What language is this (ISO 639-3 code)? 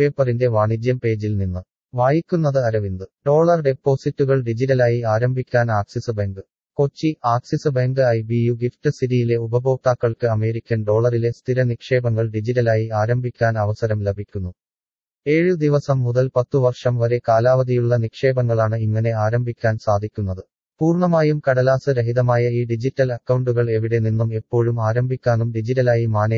mal